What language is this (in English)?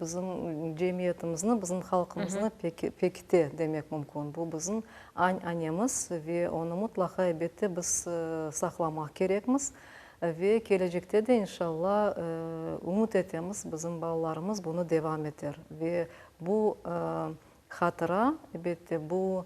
Crimean Tatar